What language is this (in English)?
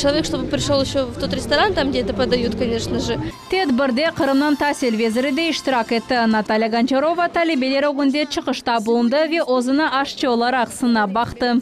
Crimean Tatar